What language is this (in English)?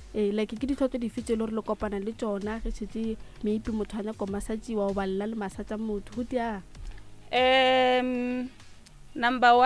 Northern Sotho